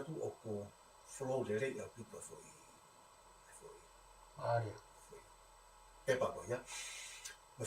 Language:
Tongan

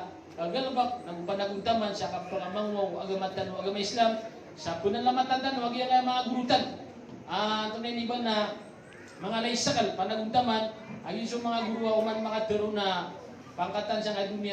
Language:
Maranao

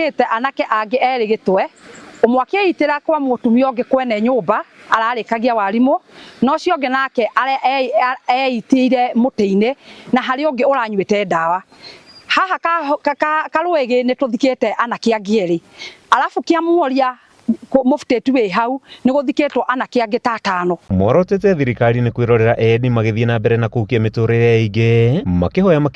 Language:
Kikuyu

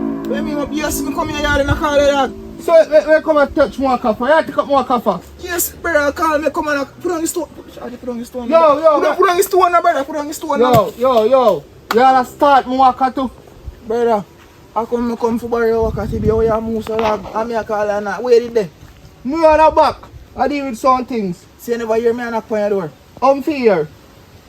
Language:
Jamaican Creole English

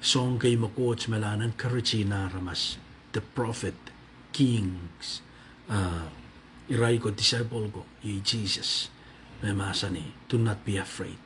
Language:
Pohnpeian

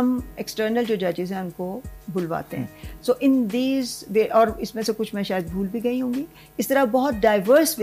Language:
Urdu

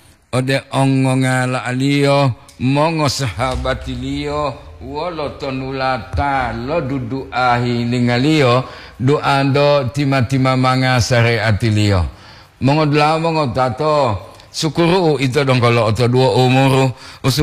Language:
Gorontalo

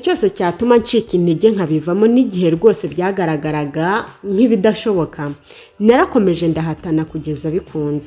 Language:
Kinyarwanda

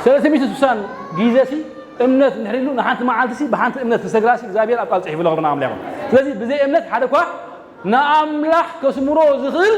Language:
Tigrinya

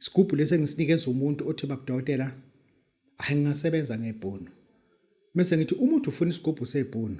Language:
Zulu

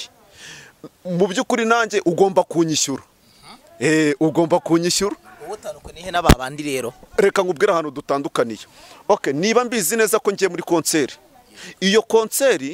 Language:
Kinyarwanda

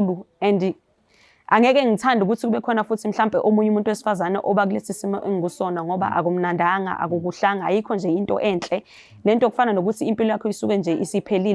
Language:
Zulu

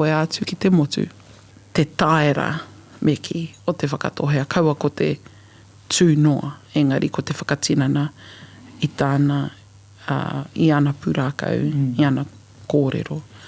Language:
Māori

